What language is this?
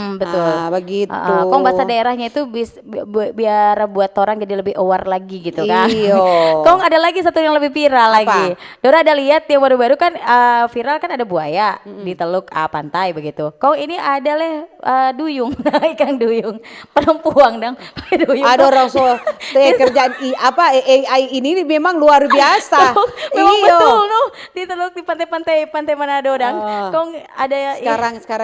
Manado Malay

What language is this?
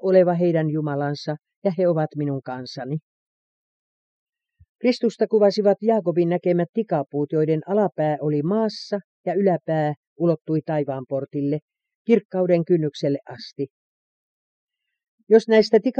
Finnish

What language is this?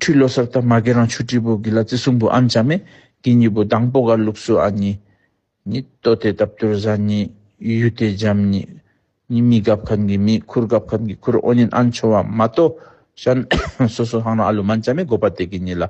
Tibetan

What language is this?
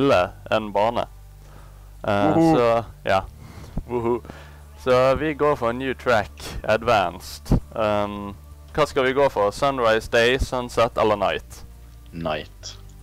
Norwegian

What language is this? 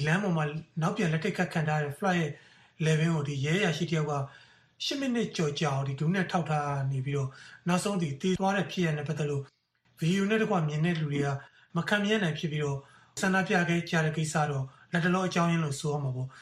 Burmese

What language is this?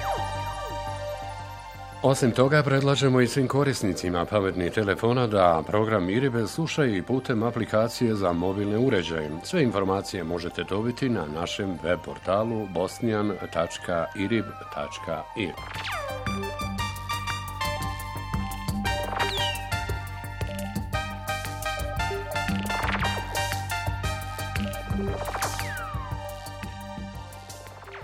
Bosnian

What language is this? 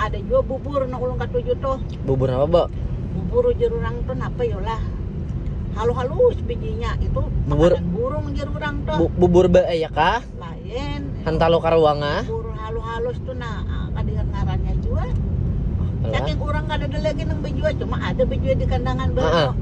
Banjar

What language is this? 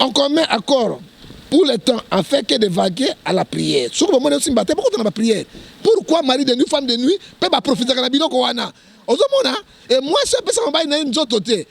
Lingala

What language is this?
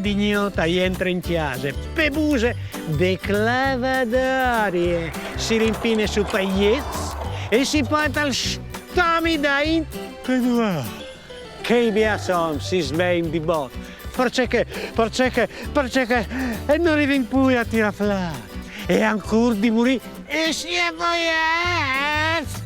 Friulian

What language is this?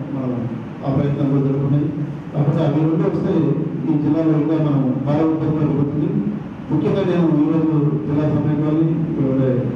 Telugu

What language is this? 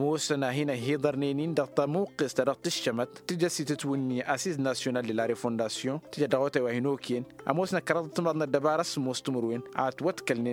Tamasheq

